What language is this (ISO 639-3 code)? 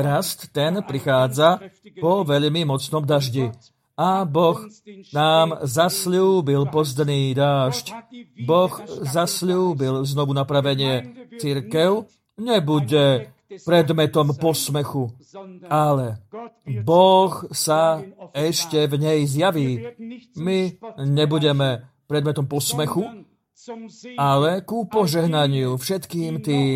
slk